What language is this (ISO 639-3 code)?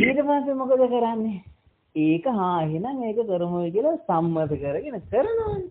sin